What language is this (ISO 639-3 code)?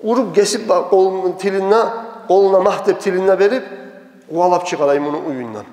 kum